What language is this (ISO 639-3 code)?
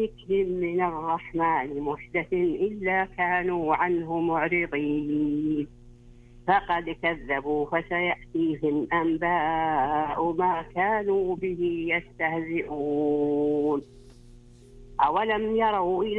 ara